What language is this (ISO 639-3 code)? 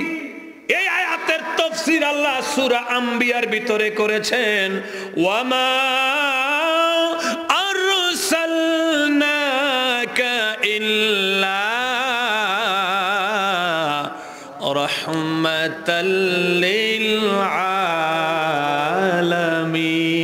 ben